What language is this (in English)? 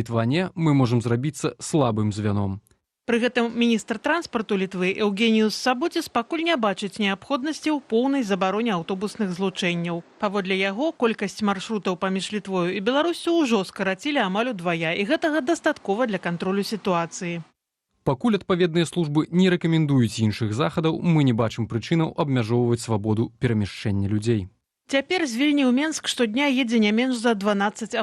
Belarusian